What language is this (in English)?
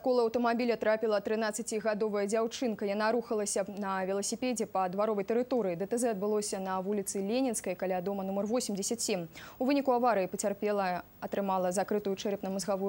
Belarusian